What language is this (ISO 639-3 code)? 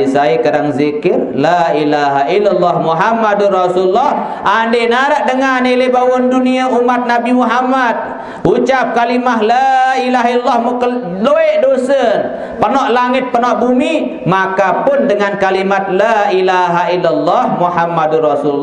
sas